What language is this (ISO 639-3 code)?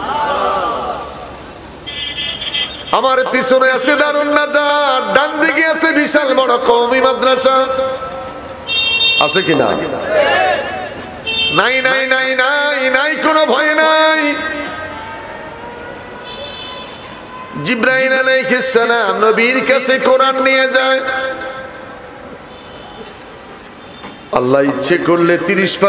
ben